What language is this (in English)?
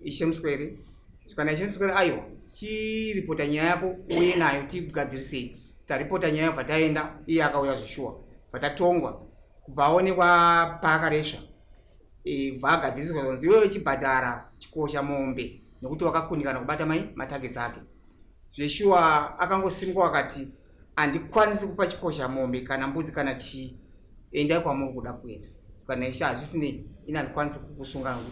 Shona